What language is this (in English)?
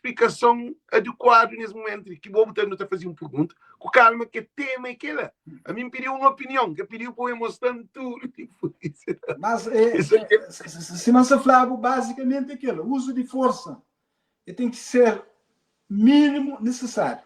Kabuverdianu